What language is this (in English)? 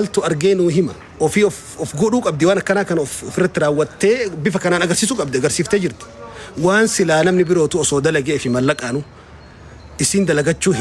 Oromo